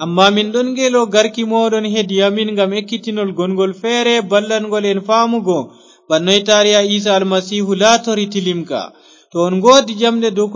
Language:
Fula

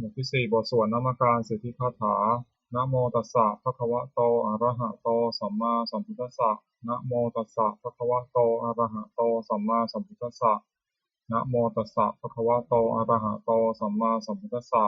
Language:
Pali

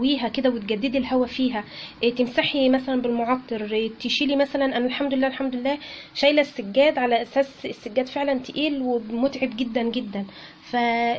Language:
Egyptian Arabic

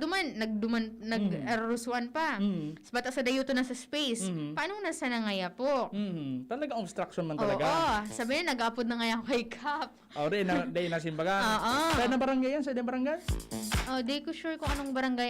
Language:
Bikol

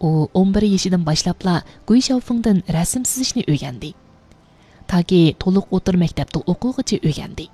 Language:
Uyghur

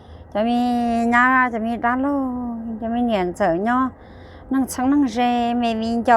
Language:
Hmong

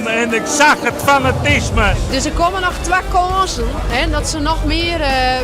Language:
Western Frisian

